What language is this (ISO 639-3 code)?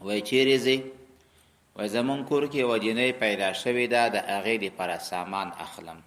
pus